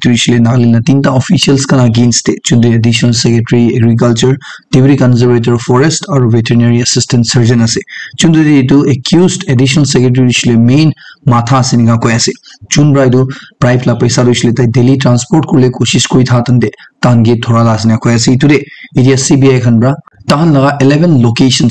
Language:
Naga Pidgin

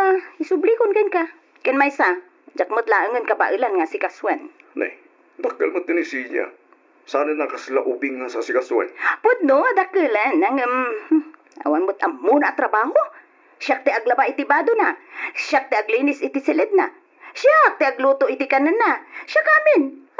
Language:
Iloko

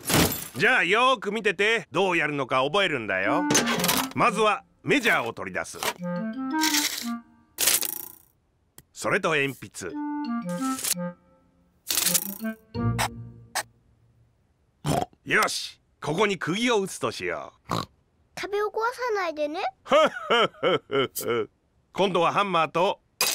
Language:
Japanese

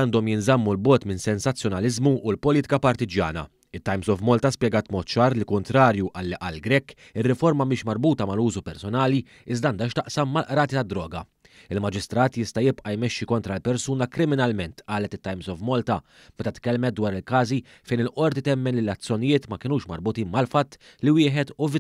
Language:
Maltese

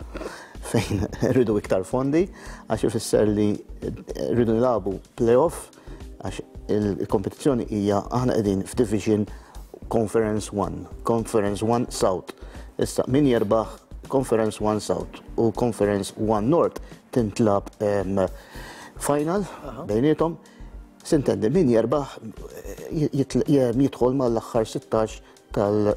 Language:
Maltese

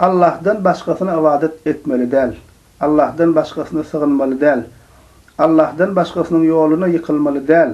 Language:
Turkmen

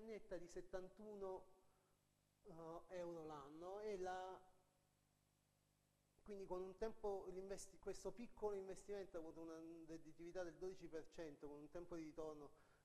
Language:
Italian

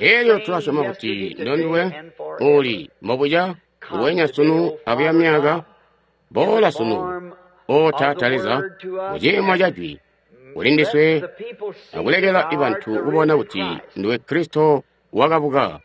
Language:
Tonga (Zambia)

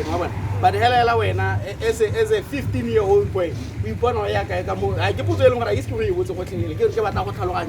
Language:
Tswana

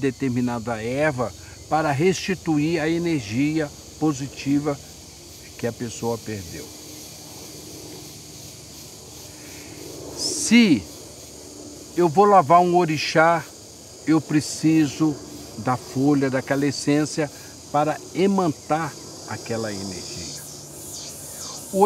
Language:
Portuguese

